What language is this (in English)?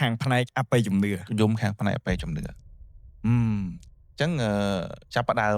Khmer